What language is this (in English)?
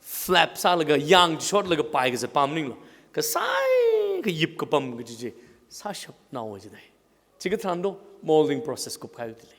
Tangkhul Naga (India)